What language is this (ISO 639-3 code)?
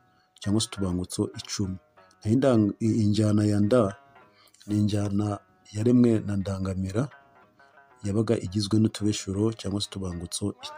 kin